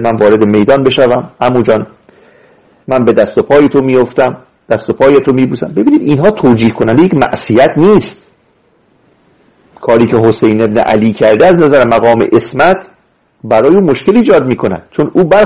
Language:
Persian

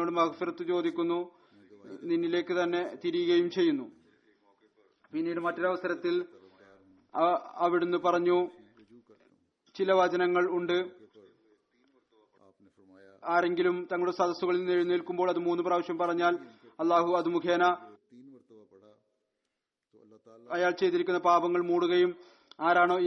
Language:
Malayalam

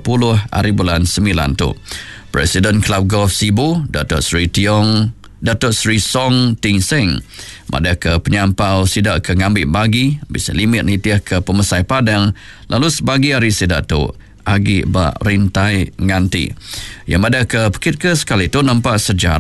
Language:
Iban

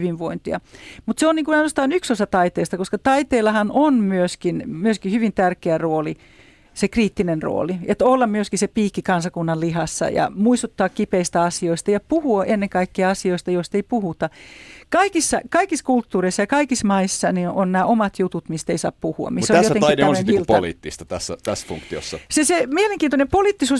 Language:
Finnish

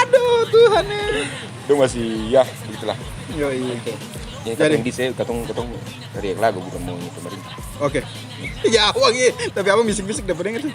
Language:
Ambonese Malay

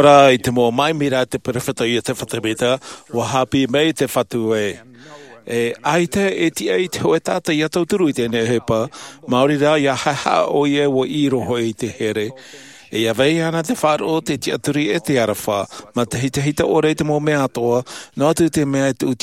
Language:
Tahitian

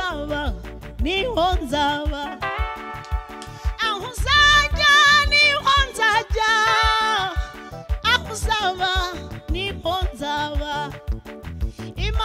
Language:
Kinyarwanda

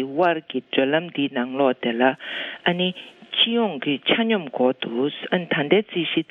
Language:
Tibetan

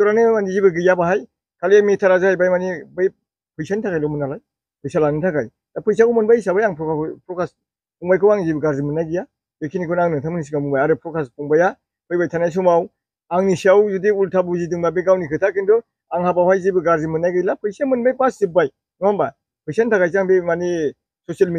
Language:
Bodo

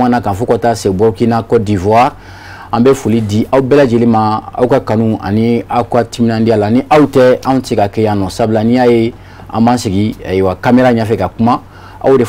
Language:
Bambara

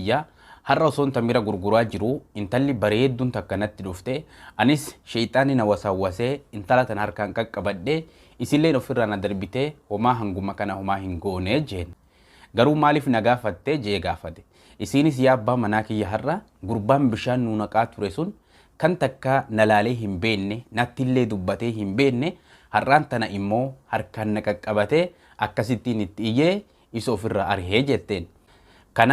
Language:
Oromo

